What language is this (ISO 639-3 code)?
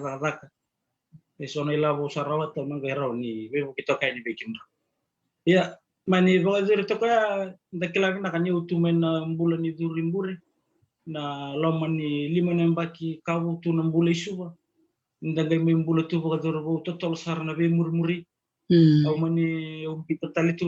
fij